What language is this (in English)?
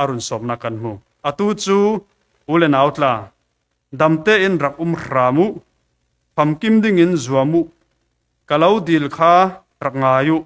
Falam Chin